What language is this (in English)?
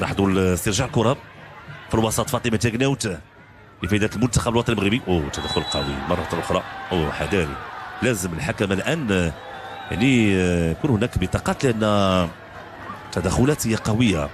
Moroccan Arabic